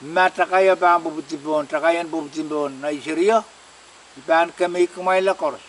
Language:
Pohnpeian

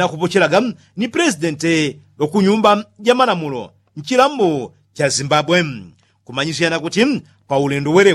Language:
Yao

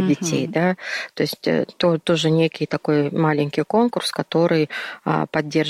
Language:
Russian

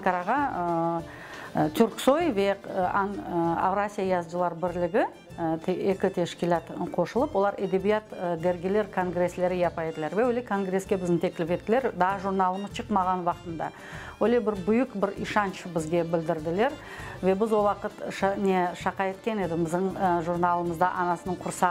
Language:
Crimean Tatar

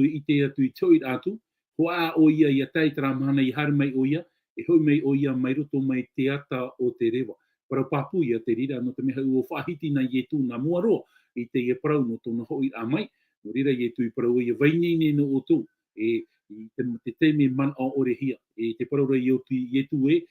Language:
Tahitian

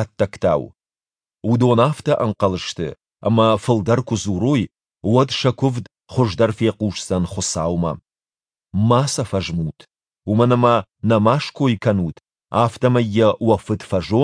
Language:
Ossetic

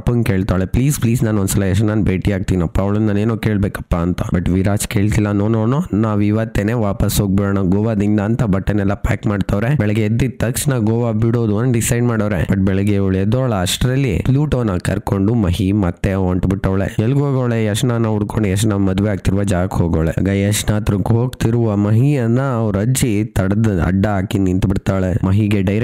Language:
Kannada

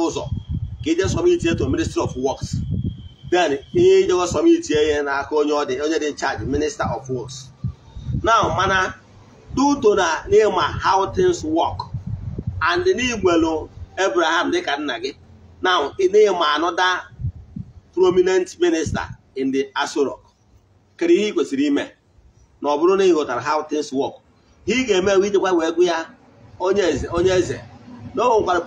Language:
Igbo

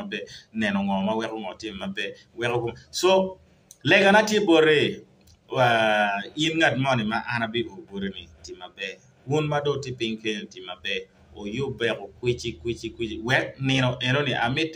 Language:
Acoli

